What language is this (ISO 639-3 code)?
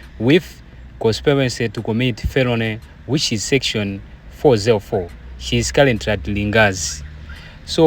nya